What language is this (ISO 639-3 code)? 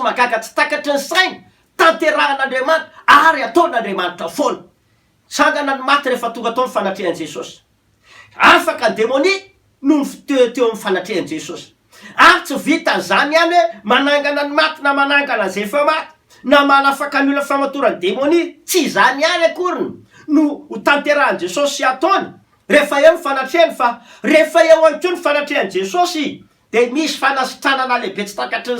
mlg